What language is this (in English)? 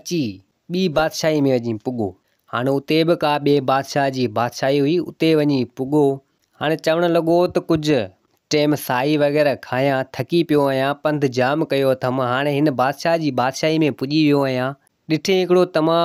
Sindhi